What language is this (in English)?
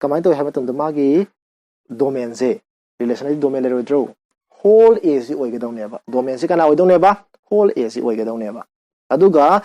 Manipuri